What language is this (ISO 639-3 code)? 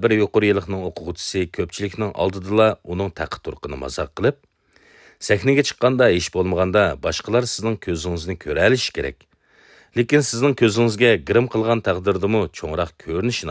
uig